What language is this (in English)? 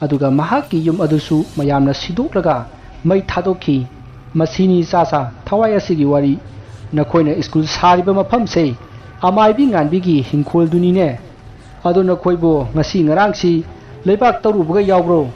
Manipuri